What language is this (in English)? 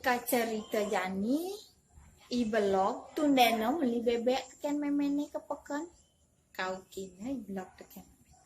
Balinese